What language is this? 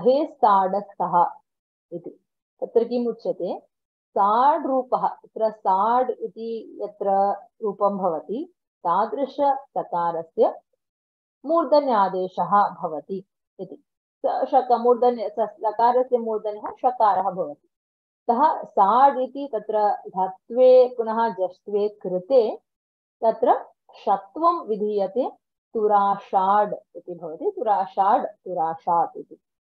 Sanskrit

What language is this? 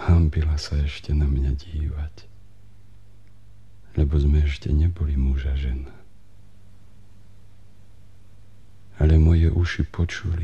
Slovak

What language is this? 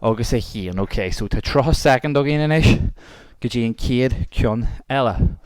Irish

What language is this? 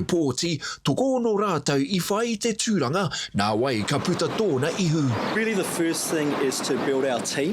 Māori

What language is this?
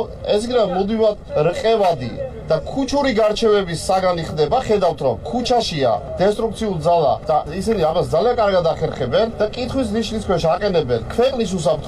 Georgian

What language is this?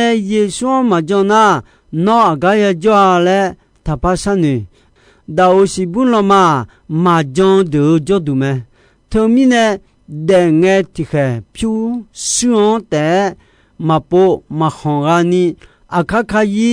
Akha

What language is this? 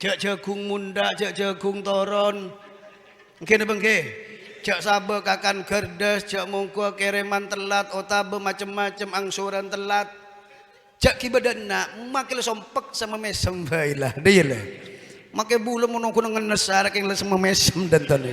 Madurese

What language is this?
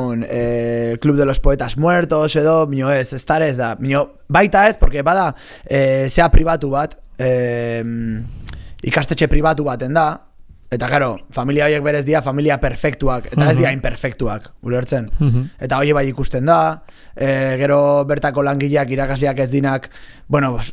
Basque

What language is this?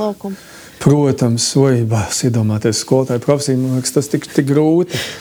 Latvian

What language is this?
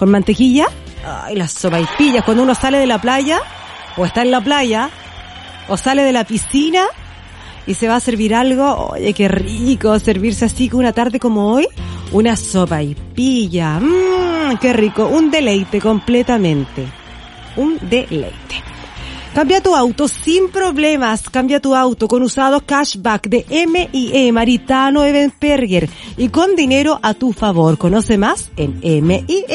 Spanish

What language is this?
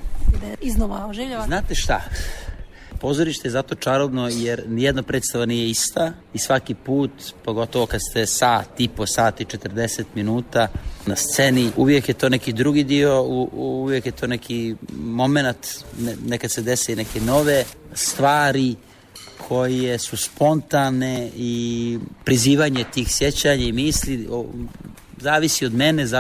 Serbian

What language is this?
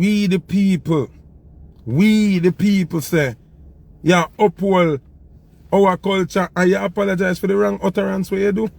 Jamaican Creole English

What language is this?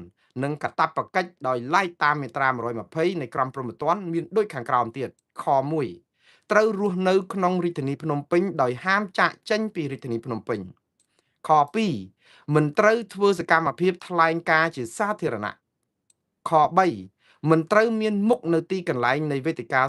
Khmer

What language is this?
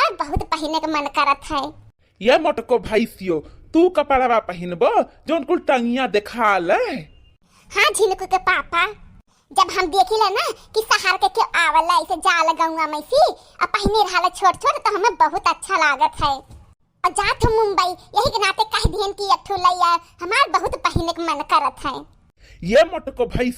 Bhojpuri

